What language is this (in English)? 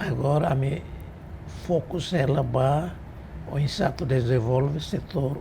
Tetum